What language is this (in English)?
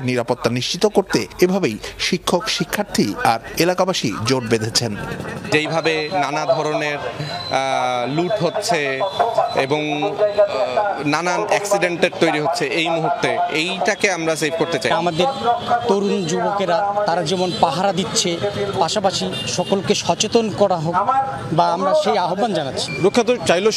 Bangla